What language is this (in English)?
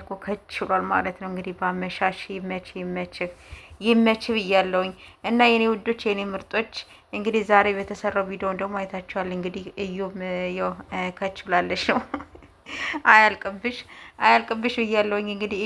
Amharic